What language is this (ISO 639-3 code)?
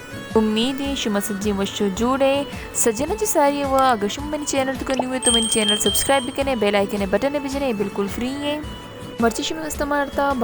bal